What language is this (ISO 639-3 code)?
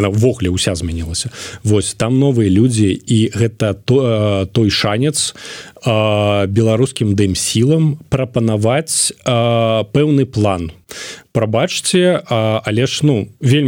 bel